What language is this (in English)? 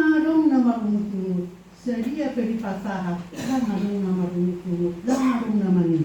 Batak Toba